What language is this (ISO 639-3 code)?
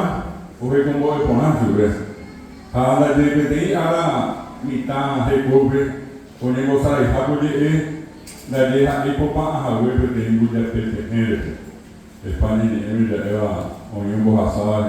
grn